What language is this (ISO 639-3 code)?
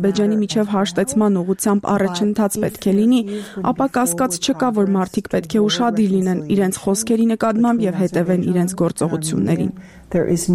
hye